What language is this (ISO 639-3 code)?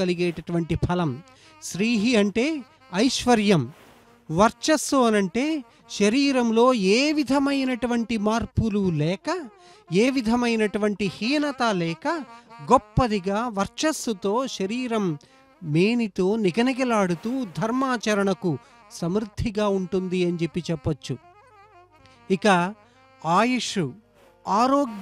tel